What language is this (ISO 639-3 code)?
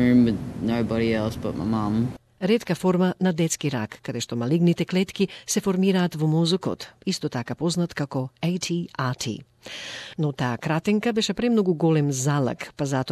mkd